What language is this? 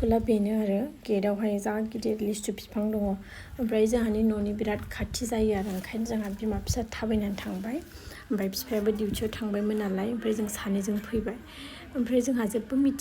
Bodo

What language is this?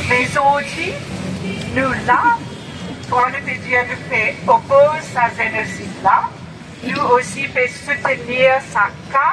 Morisyen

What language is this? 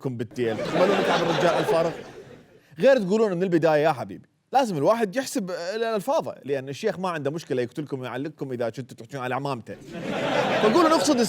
Mesopotamian Arabic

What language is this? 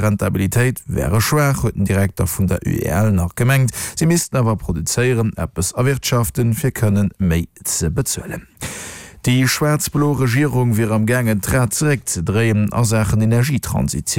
Luxembourgish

